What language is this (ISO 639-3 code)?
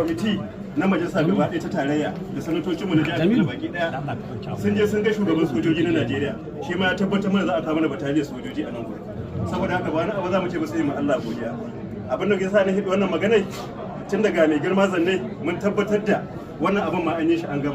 hau